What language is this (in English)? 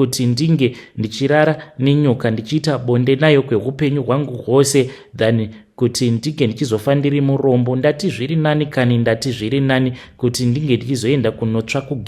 Shona